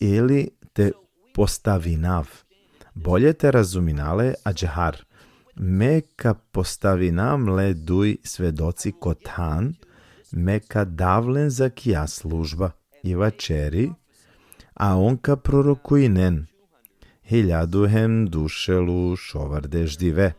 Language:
Balkan Romani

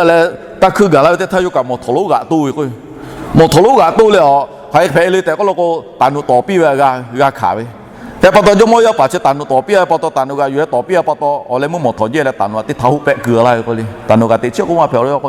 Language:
Lahu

